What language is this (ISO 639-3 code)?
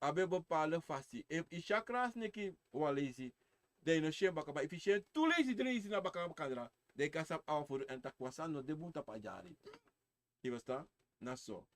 srn